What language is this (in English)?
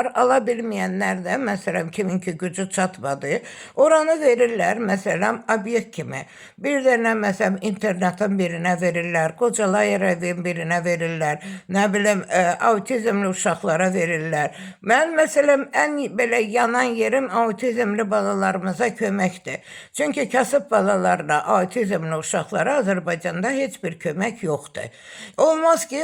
Azerbaijani